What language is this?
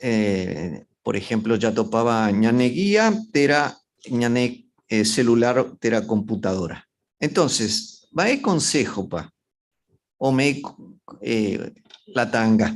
Guarani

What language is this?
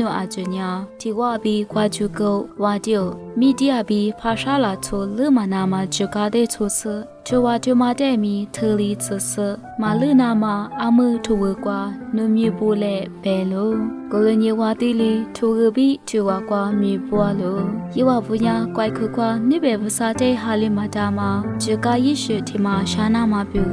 Lisu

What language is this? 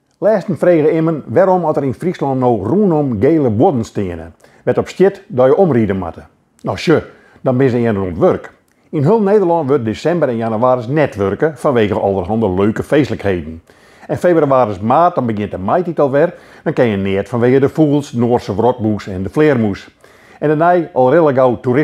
Western Frisian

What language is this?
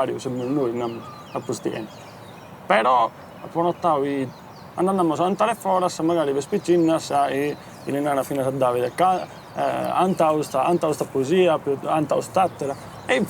Sardinian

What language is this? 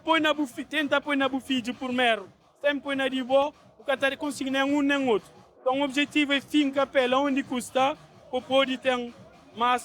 Kabuverdianu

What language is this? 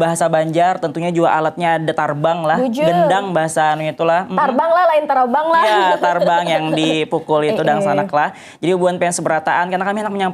Banjar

